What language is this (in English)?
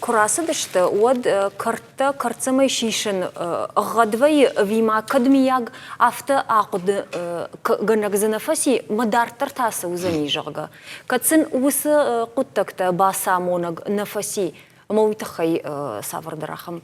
Ossetic